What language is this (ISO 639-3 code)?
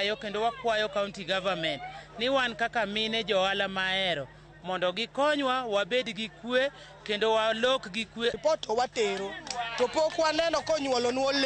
luo